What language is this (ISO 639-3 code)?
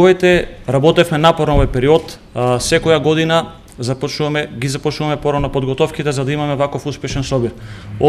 mkd